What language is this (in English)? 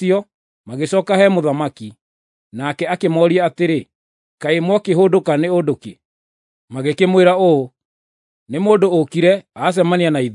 Kikuyu